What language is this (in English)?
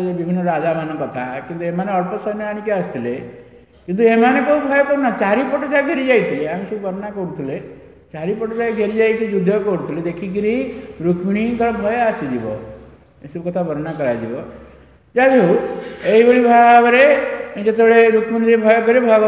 Odia